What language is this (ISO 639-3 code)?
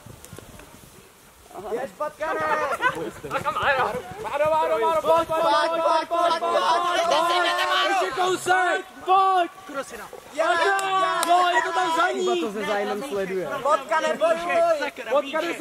ces